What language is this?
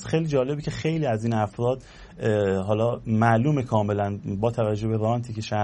Persian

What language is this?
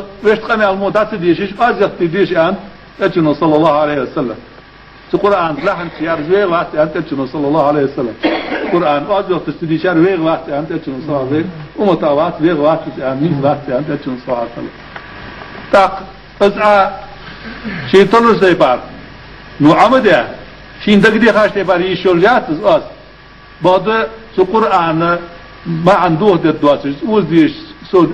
Ingush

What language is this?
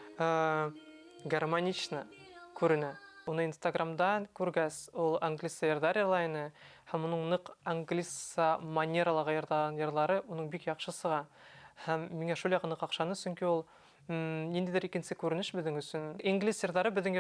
Bashkir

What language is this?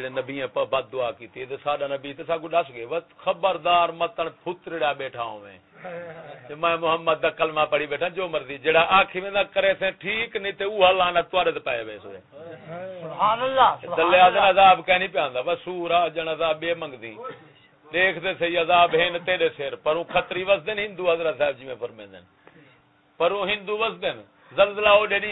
Saraiki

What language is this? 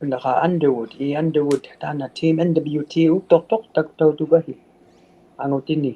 Inuktitut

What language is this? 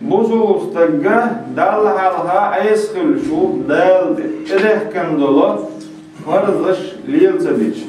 Chechen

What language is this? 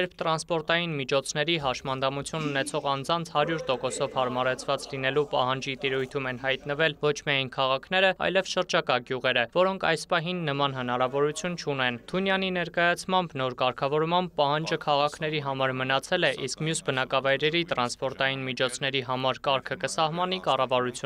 Armenian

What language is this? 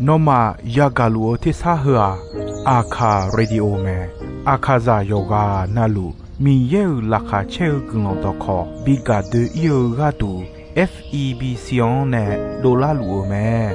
Akha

